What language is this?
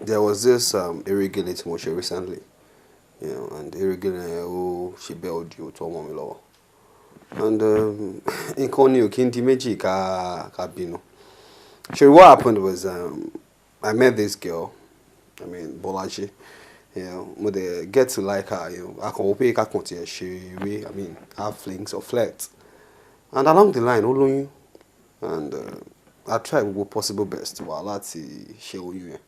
Yoruba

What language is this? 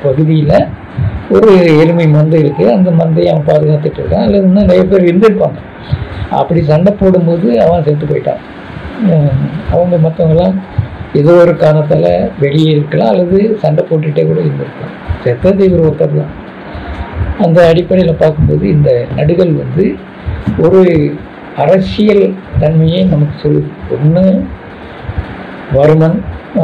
Tamil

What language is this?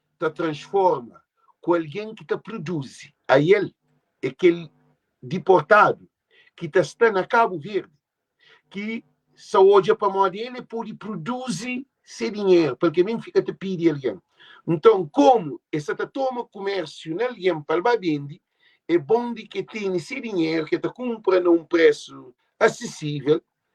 Kabuverdianu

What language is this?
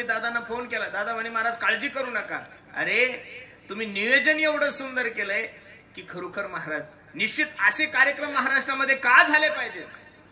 Marathi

